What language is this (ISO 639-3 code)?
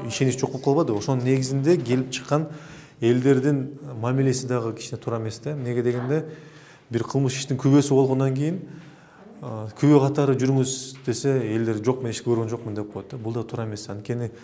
kir